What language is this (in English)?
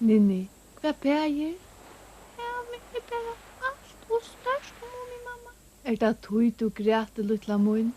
Faroese